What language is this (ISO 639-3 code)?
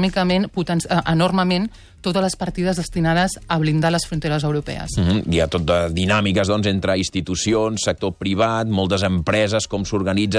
cat